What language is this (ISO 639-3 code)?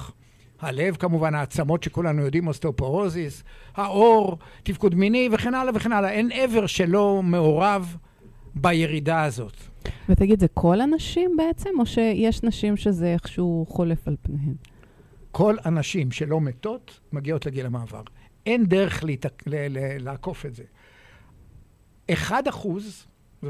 heb